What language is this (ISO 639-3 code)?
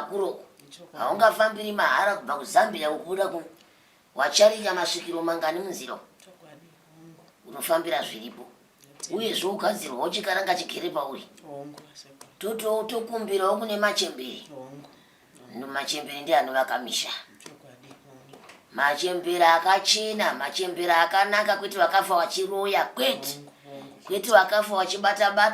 sna